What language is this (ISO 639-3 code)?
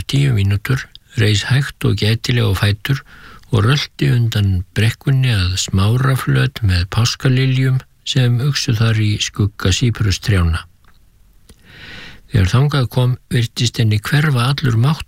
isl